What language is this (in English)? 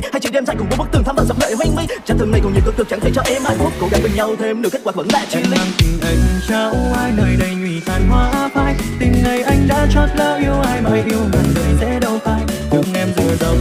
Vietnamese